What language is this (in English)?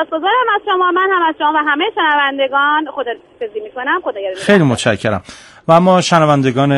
Persian